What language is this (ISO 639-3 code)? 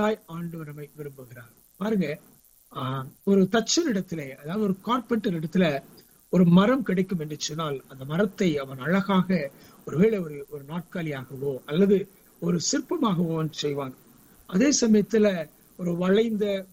tam